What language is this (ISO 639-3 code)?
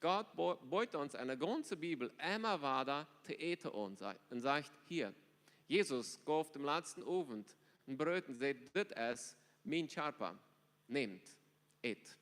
pdt